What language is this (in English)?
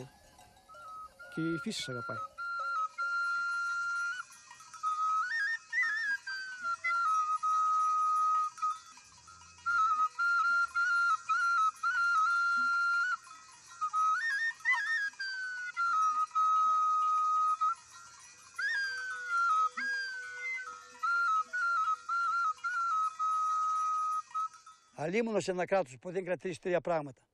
Greek